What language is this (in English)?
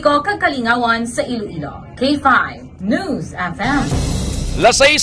Hiligaynon